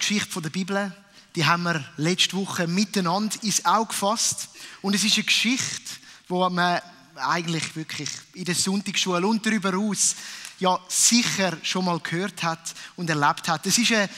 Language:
Swiss German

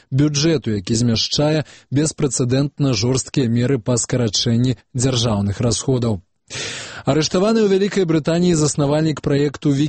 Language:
Belarusian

